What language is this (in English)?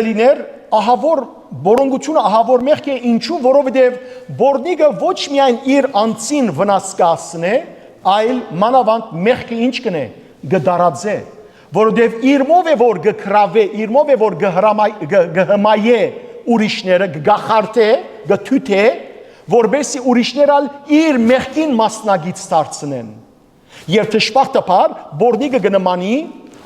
Western Armenian